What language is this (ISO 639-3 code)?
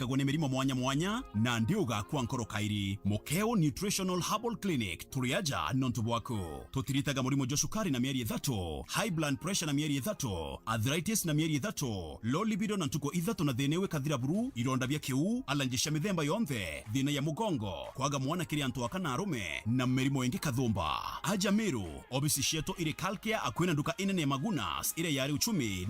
mer